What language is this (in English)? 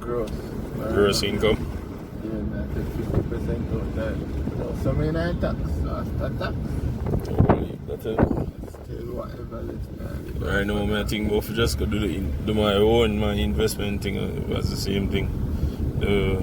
Jamaican Creole English